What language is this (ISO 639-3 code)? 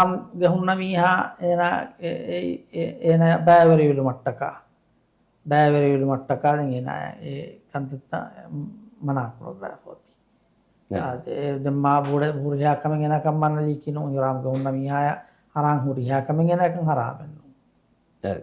div